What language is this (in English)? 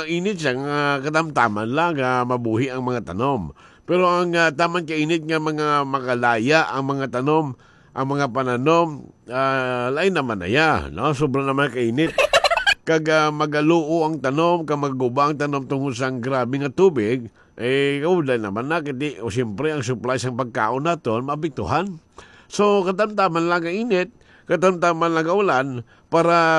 Hiligaynon